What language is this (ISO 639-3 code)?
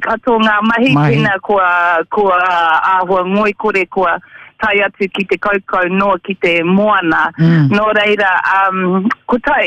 mri